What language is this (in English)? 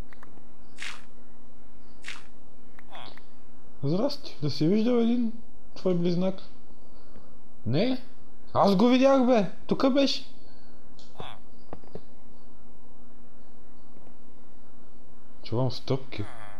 Bulgarian